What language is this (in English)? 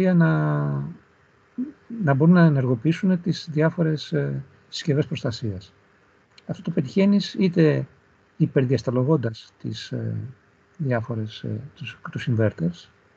Greek